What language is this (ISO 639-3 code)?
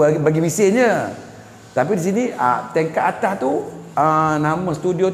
msa